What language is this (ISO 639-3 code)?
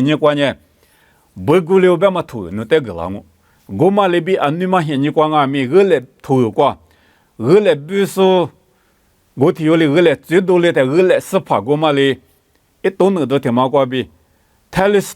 lis